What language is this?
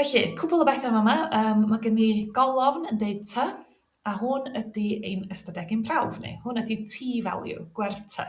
Welsh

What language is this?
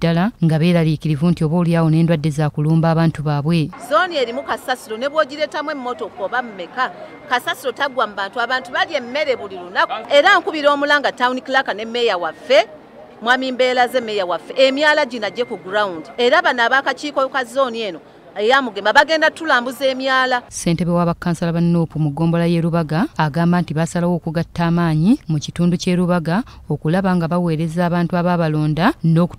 Ganda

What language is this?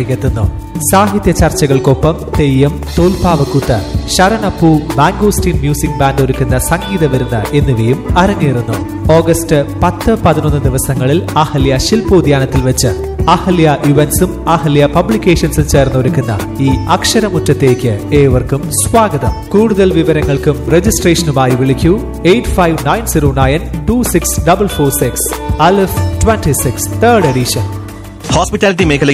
Malayalam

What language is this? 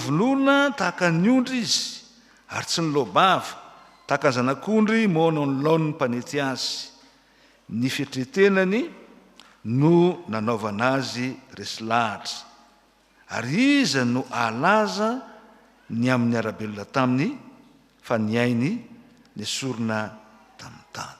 Malagasy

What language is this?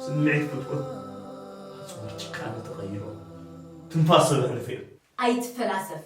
Tigrinya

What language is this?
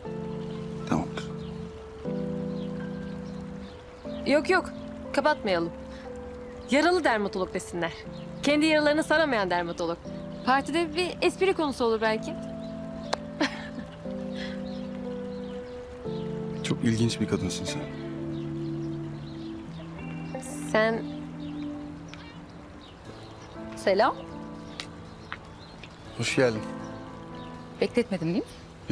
Turkish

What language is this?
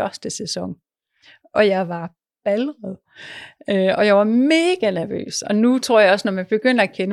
Danish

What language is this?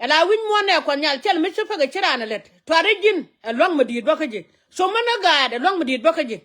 Nuer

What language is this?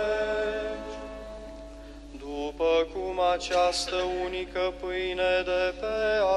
Romanian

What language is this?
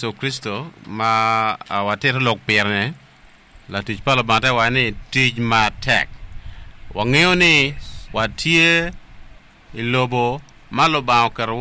Acoli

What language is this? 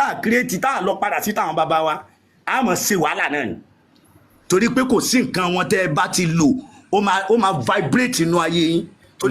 Yoruba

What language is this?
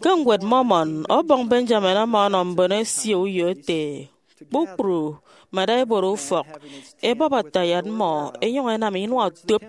Efik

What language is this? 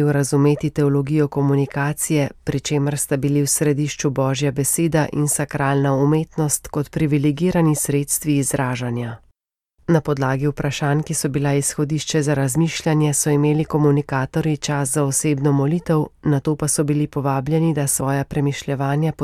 Slovenian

